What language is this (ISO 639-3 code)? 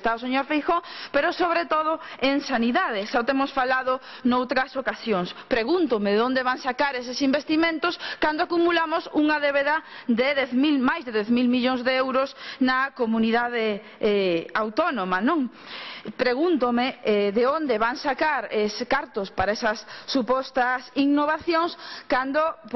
glg